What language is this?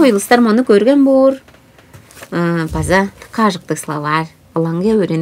Tuvinian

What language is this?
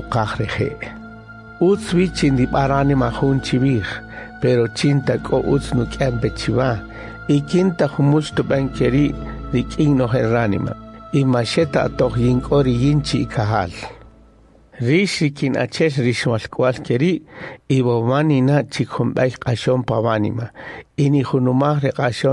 Kaqchikel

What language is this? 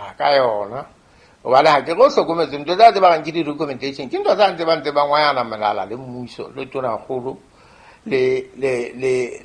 Southern Sotho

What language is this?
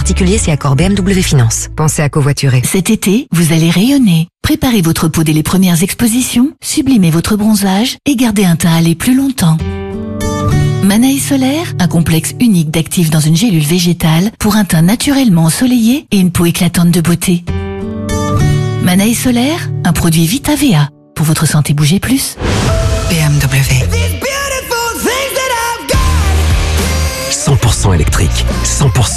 French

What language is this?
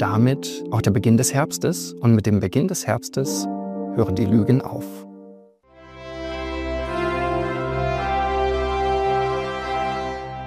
German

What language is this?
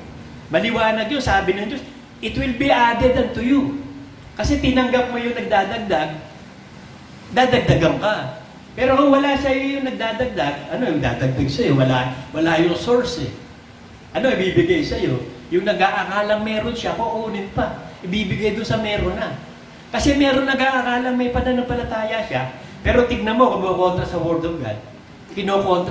Filipino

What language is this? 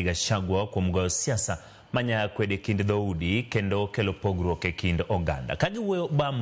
Luo (Kenya and Tanzania)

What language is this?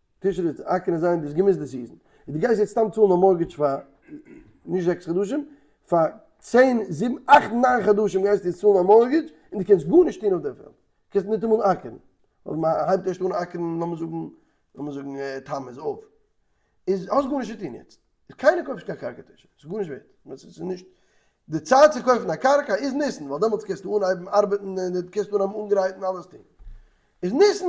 Yiddish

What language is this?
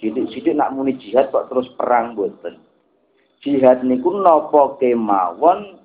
Javanese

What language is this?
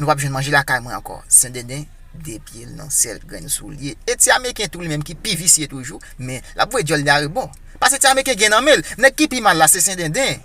Haitian Creole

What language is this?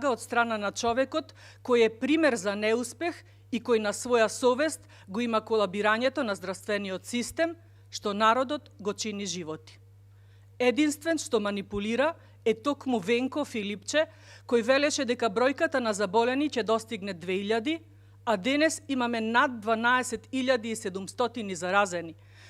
Macedonian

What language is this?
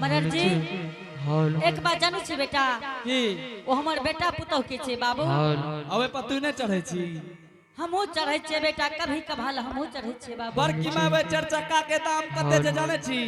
Angika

